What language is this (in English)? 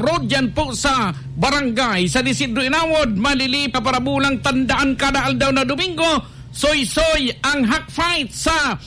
Bikol